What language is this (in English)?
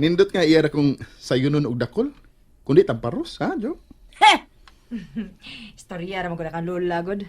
Cebuano